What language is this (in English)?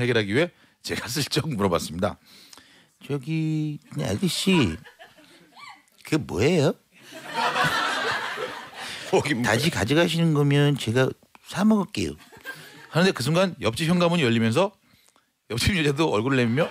Korean